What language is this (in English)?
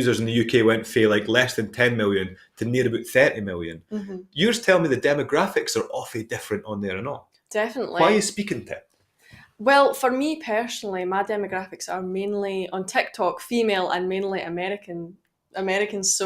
Scots